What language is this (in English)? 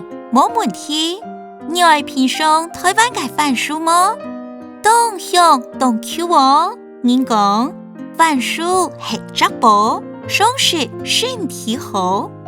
Hakka Chinese